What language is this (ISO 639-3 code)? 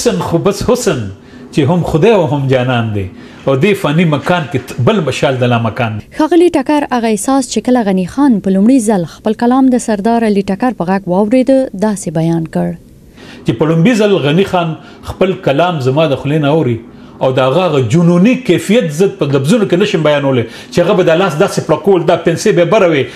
pus